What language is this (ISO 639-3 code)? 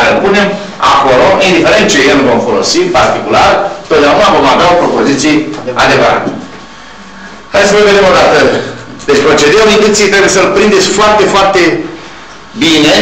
ron